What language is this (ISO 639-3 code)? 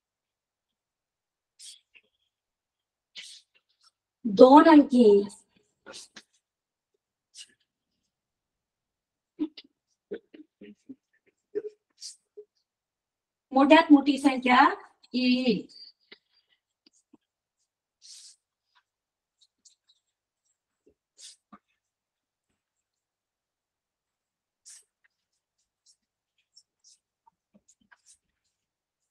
mar